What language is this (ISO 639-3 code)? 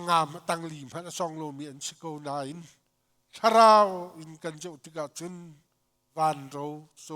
cnh